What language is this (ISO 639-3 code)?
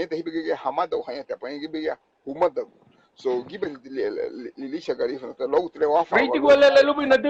cab